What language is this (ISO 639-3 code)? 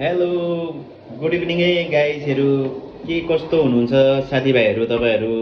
nep